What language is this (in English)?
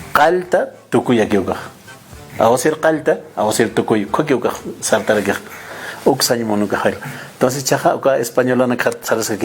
Aymara